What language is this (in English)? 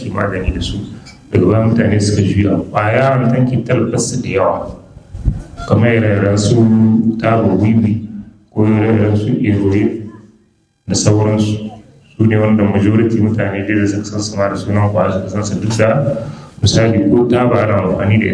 Hausa